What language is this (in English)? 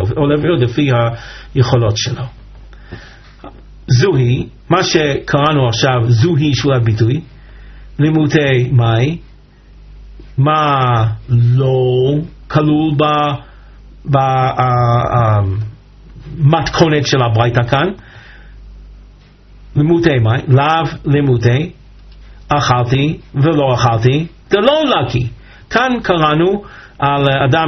Hebrew